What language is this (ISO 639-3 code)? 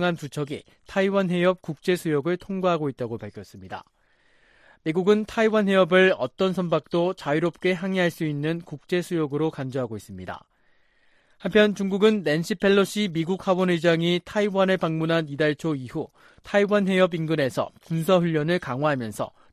kor